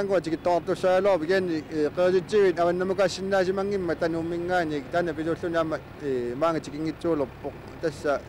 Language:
Kalaallisut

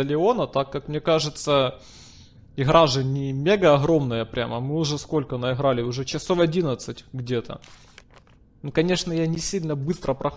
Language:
Russian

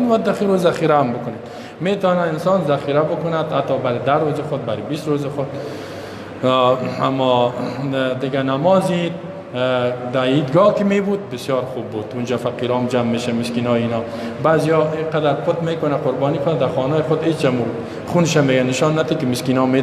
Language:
Persian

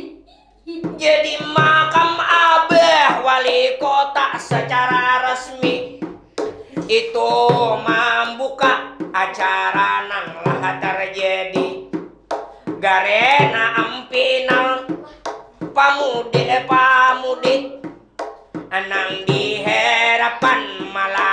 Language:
Banjar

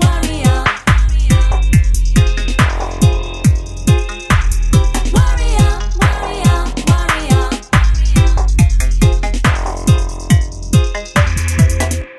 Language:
French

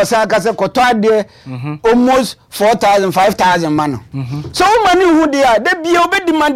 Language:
Akan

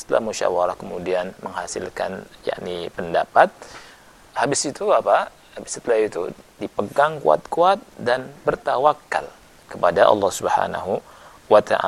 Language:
Indonesian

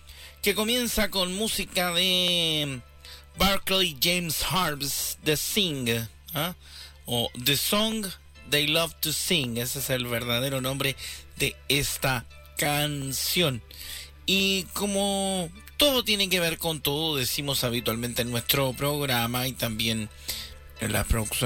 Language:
Spanish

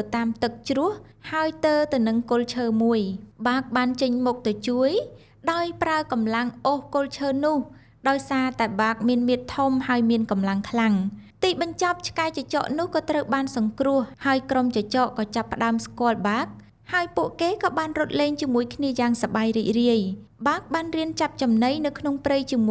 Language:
Khmer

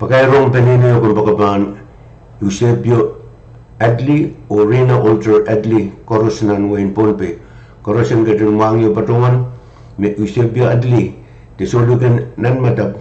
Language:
Pohnpeian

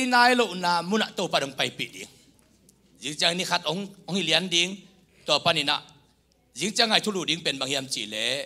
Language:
Tedim Chin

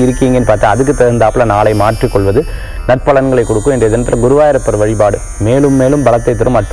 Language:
Tamil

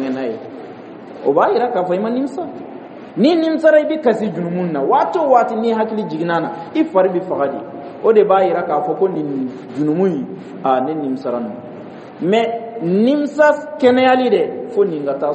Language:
Dyula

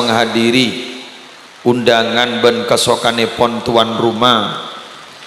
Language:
Madurese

